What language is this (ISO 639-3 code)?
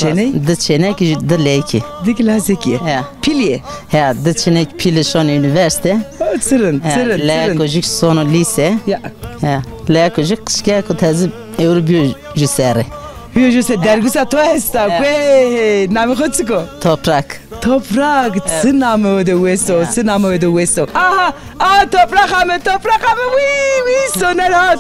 zza